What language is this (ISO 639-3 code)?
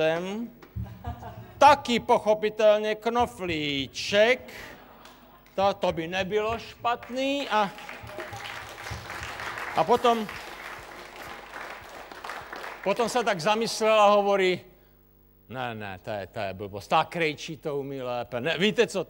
slk